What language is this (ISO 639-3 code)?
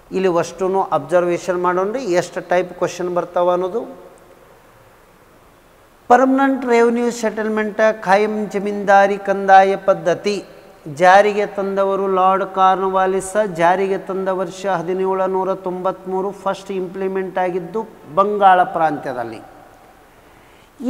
kan